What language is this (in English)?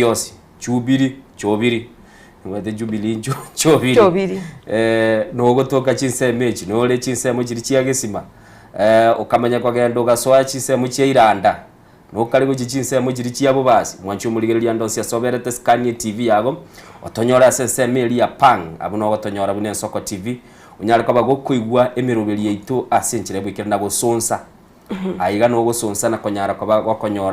Gusii